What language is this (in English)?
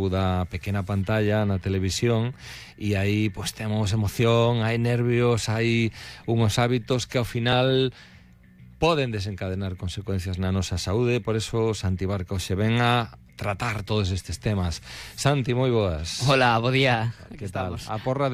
Galician